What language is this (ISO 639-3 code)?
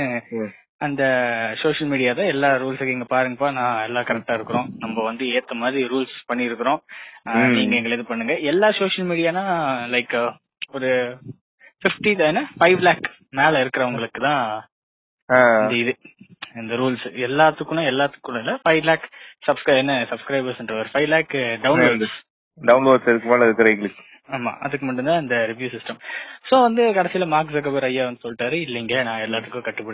tam